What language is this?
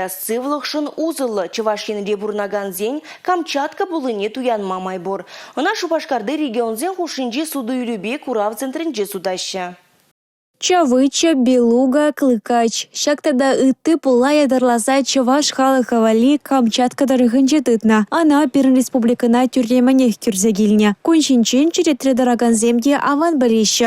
Chuvash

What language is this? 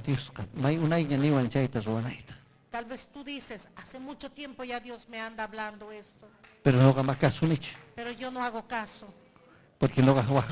Ayacucho Quechua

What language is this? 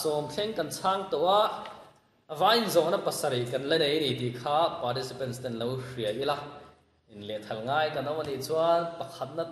Mizo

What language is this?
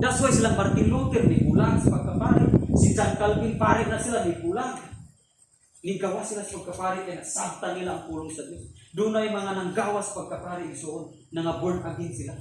Cebuano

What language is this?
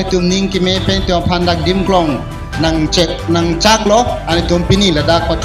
Karbi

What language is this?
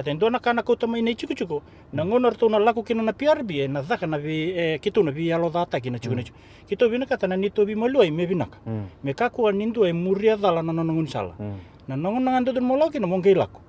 Fijian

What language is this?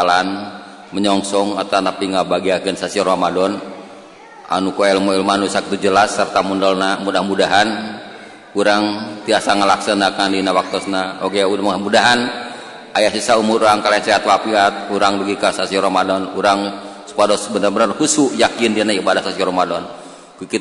Sundanese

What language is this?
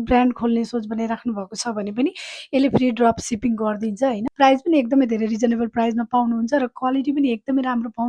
Nepali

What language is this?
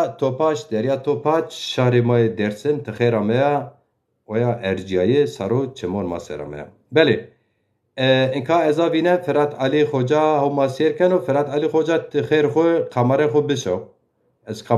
Zaza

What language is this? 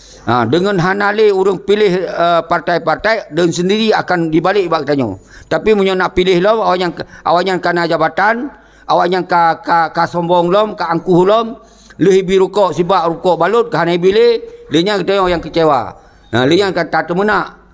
Achinese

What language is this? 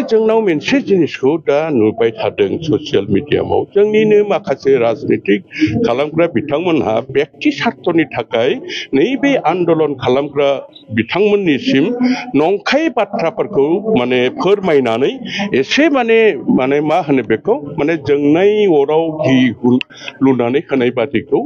Bodo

